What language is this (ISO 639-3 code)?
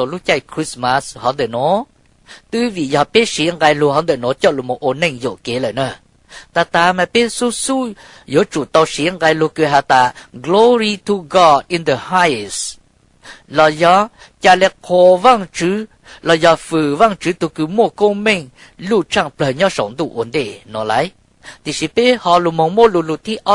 hmn